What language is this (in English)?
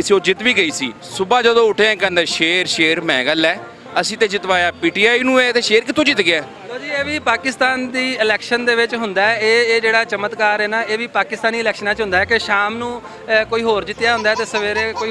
Western Panjabi